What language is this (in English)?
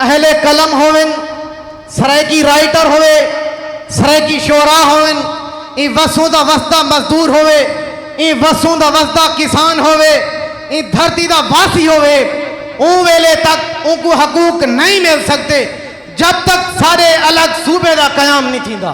Saraiki